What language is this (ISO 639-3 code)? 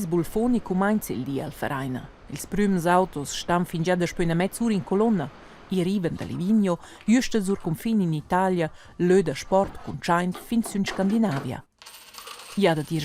roh